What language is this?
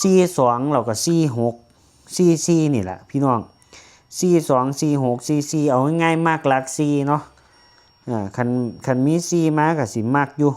Lao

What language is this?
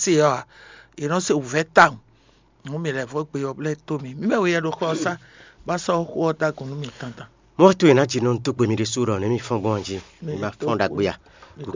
Fon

